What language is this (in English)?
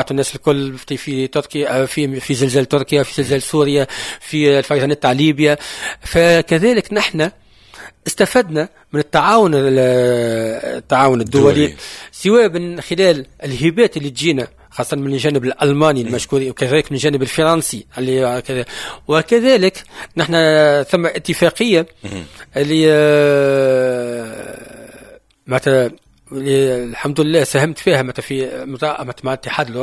Tunisian Arabic